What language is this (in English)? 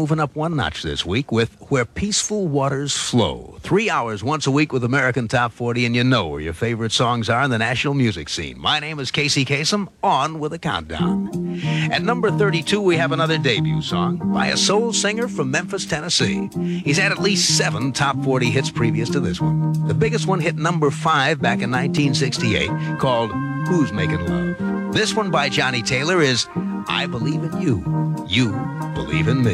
English